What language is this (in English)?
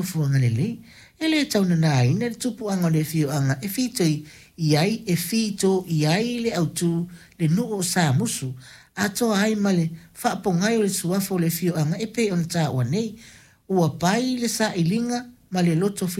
Samoan